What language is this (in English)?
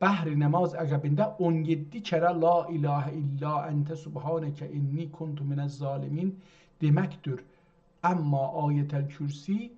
South Azerbaijani